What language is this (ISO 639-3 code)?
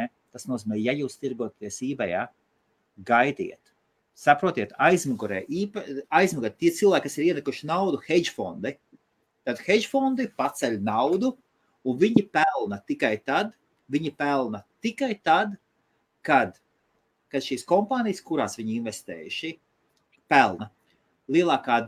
lav